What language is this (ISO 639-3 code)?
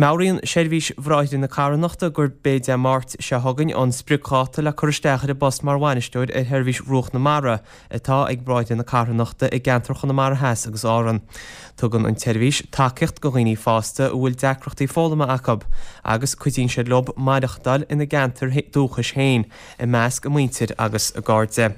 gle